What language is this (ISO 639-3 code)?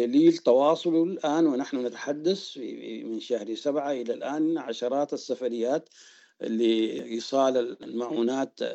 apd